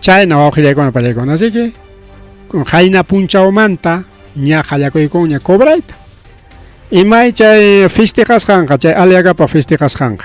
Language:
Ayacucho Quechua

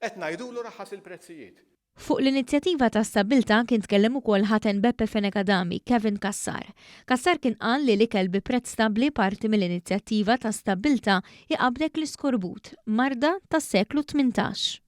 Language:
Maltese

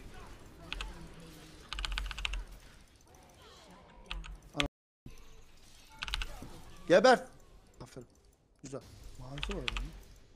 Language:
Turkish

